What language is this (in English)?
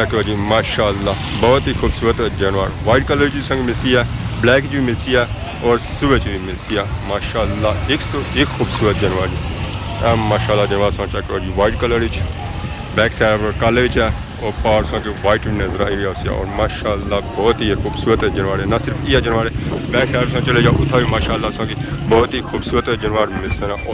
Pahari-Potwari